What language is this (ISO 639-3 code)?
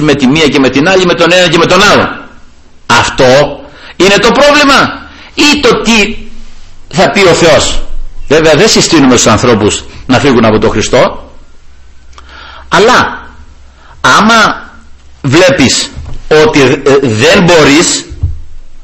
ell